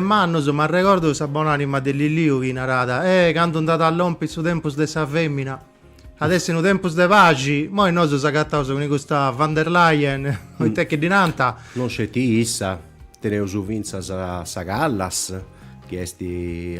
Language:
Sardinian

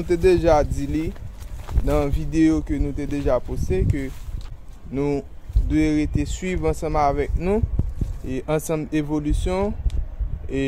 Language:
Haitian Creole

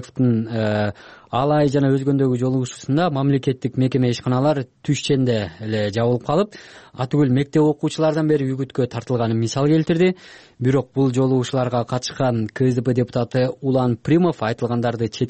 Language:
Kyrgyz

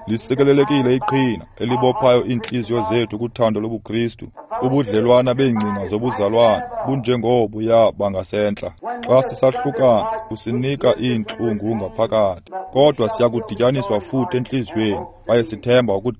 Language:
Xhosa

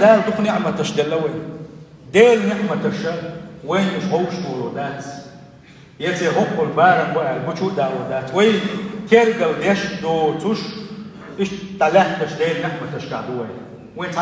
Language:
Chechen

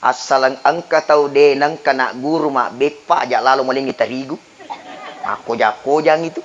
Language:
Buginese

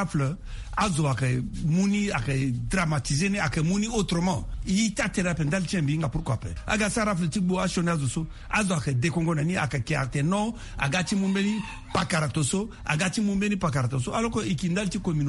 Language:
Sango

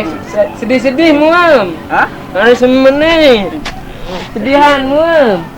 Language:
Sasak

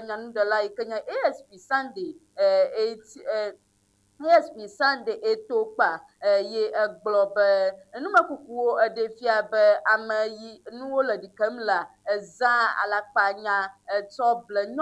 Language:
Ewe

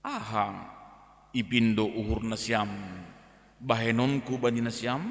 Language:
Batak Simalungun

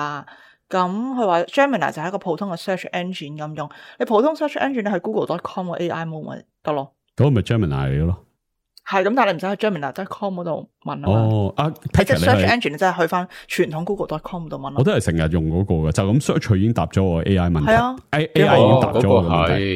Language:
Cantonese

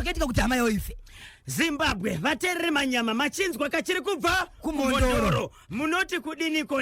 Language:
Shona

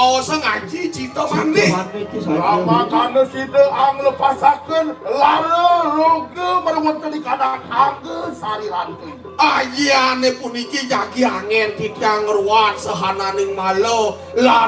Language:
Balinese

